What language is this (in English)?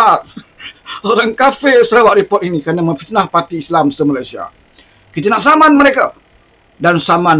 Malay